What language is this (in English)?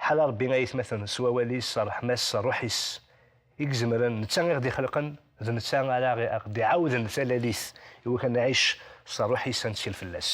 Kabyle